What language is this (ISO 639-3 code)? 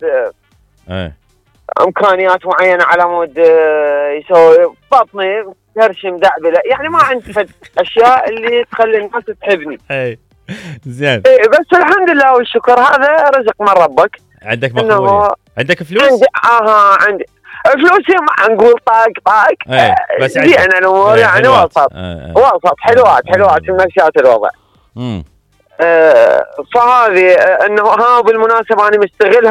acm